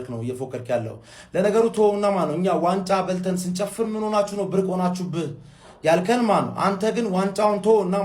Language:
Amharic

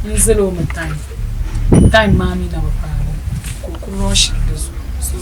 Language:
Dagbani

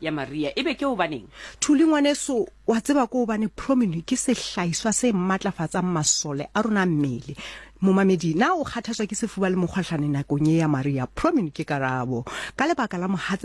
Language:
Southern Sotho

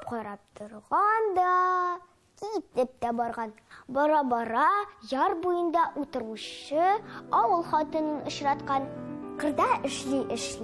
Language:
Tatar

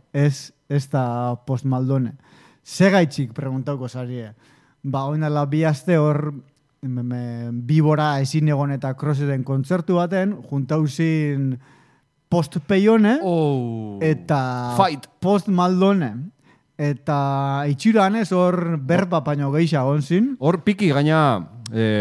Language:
Basque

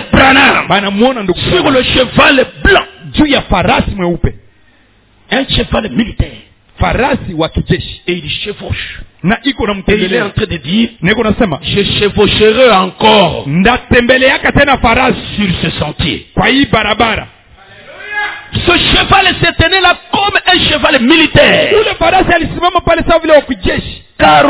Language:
Swahili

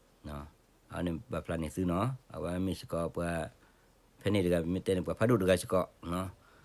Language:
S'gaw Karen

